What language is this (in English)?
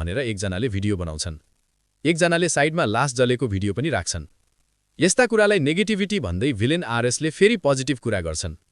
Nepali